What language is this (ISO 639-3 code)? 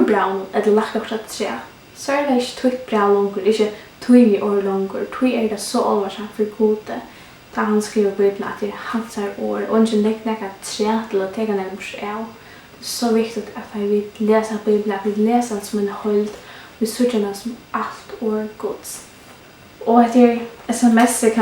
fao